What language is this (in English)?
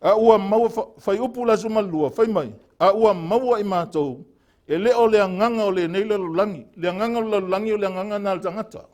Samoan